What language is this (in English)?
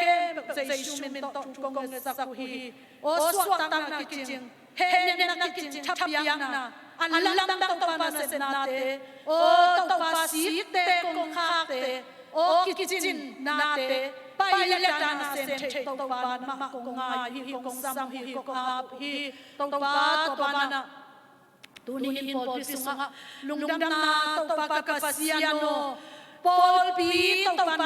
Tedim Chin